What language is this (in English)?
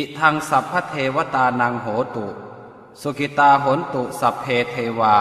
Pali